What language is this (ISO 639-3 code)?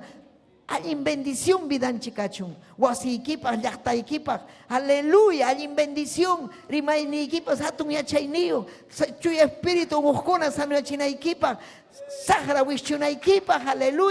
quy